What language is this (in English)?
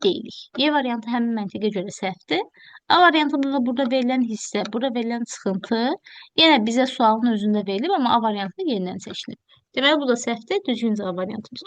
Azerbaijani